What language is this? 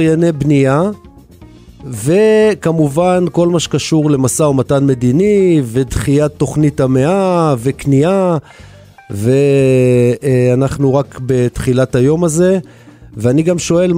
Hebrew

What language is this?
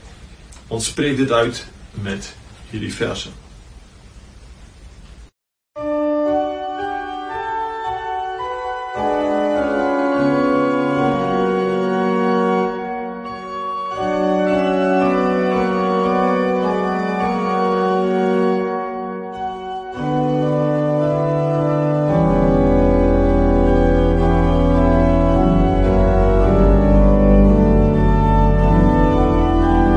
Afrikaans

